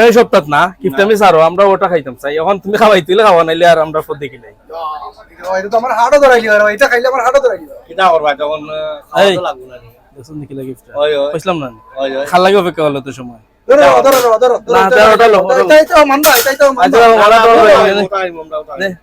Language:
Sylheti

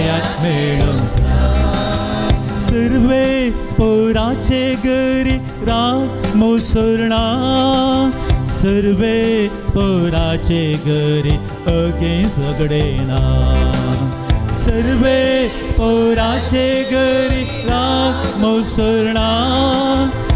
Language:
Konkani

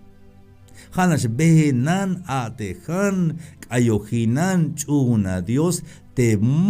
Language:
Tzeltal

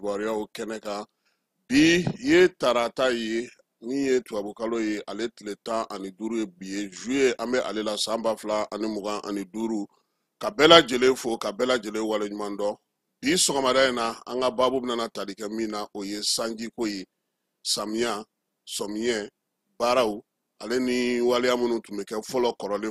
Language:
Bambara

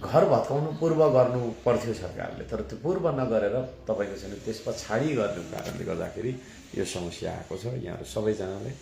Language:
Nepali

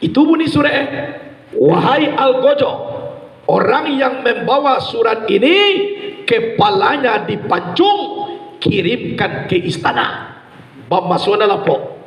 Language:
Minangkabau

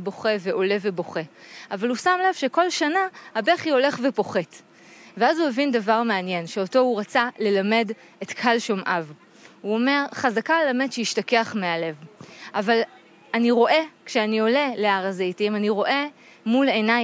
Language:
Hebrew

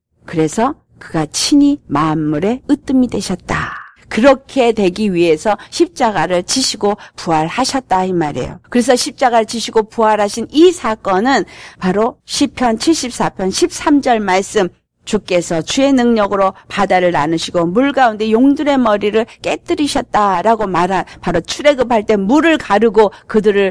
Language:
Korean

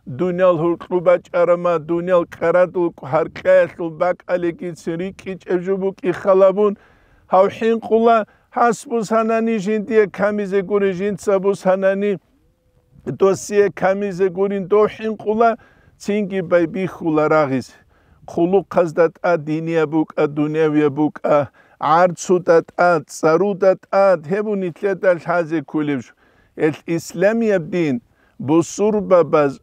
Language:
Avaric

